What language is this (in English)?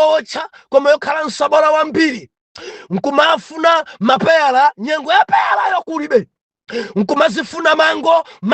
Nyanja